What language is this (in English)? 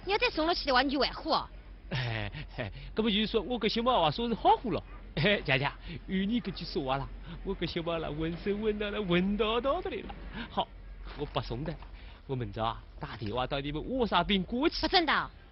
Wu Chinese